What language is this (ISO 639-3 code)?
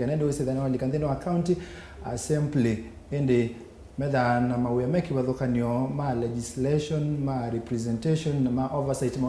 kam